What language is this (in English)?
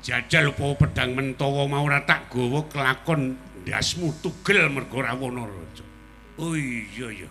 Javanese